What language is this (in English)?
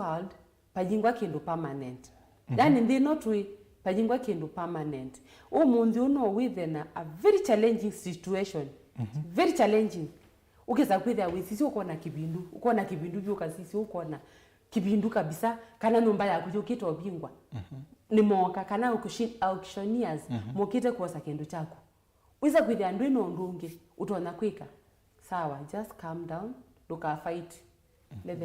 Kamba